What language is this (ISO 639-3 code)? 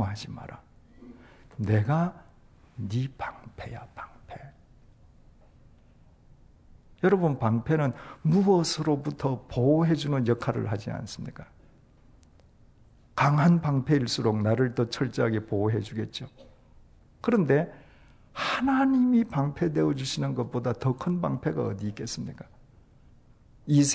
kor